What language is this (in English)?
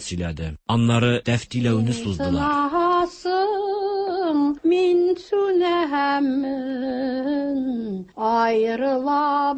Tatar